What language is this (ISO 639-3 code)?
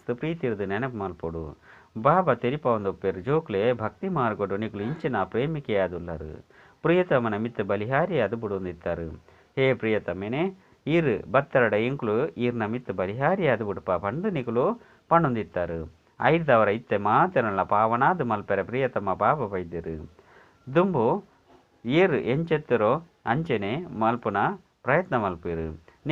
tcy